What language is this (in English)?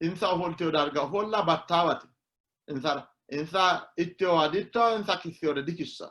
Sidamo